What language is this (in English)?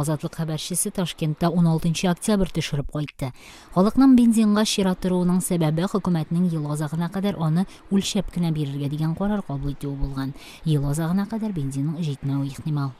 Tatar